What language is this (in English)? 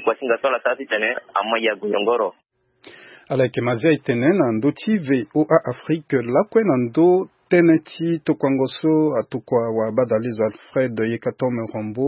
Sango